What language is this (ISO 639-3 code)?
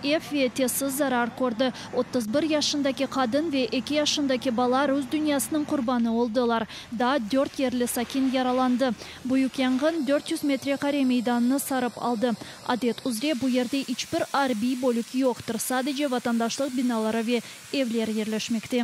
crh